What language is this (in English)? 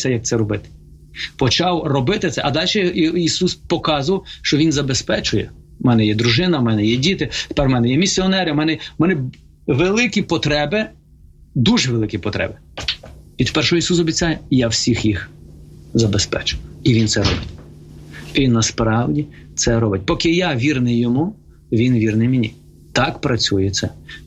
Ukrainian